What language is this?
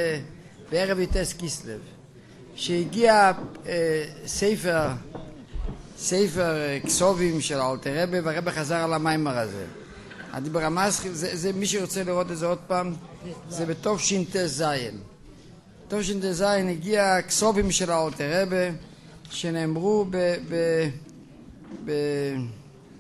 Hebrew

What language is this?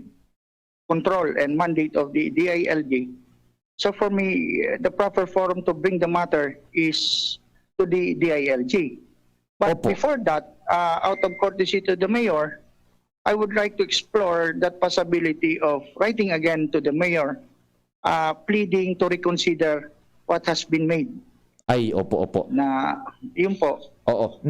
Bikol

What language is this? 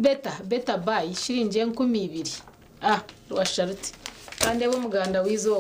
Nyankole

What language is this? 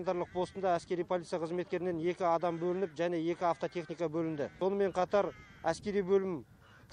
Kazakh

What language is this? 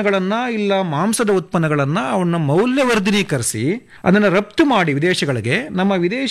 Kannada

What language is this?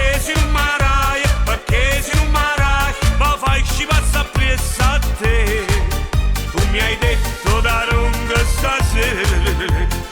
Neapolitan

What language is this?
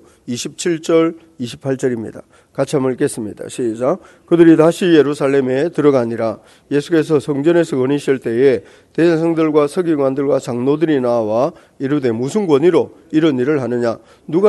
Korean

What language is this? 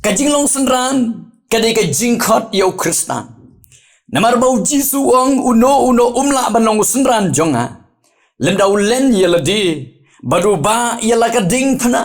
Khasi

